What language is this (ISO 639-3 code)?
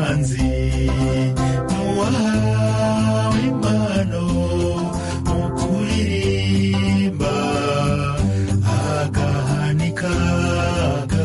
kin